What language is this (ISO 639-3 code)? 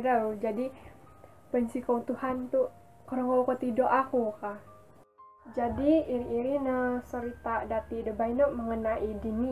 dtp